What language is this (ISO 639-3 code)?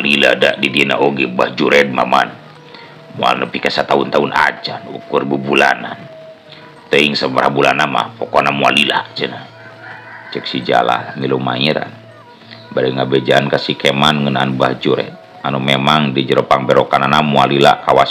sun